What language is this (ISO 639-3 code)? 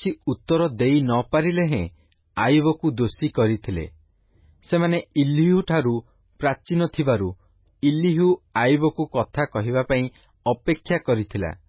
ori